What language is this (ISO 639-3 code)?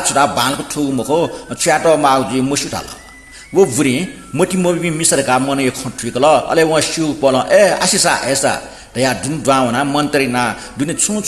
new